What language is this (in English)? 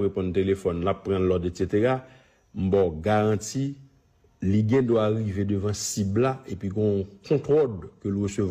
Haitian Creole